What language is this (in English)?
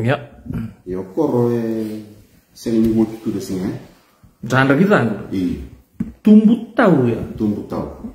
Fijian